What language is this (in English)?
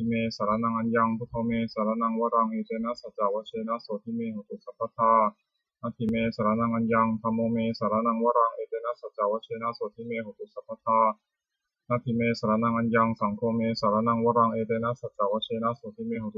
Pali